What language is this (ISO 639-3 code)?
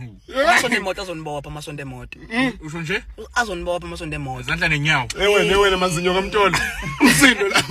zul